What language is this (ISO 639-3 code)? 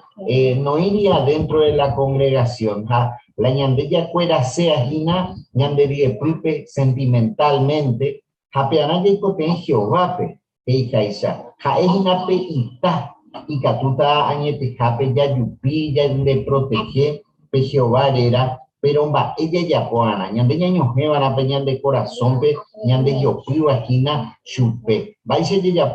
grn